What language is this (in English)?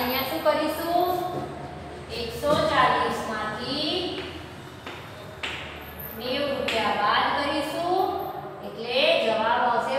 Gujarati